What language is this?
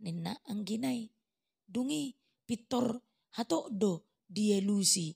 Batak Toba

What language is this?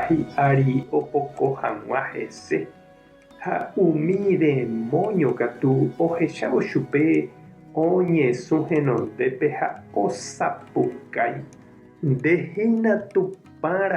Guarani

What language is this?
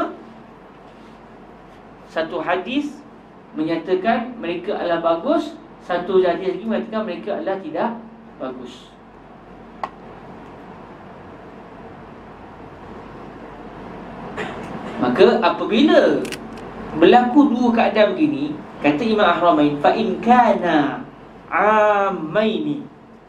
Malay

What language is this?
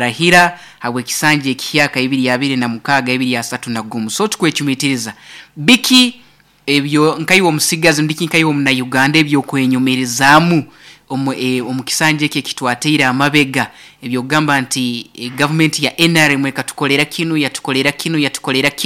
Nyoro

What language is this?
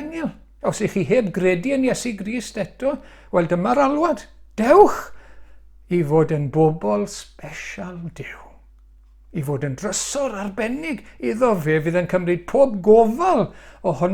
Welsh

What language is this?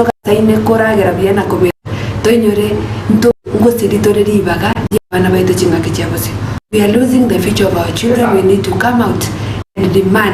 Gusii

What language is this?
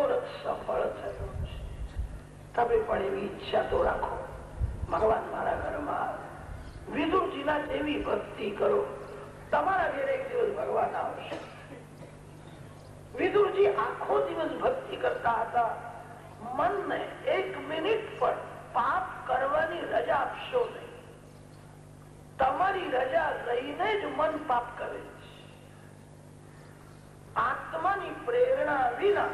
Gujarati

